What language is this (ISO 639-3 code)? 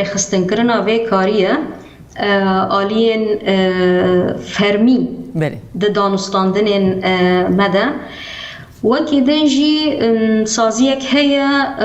kur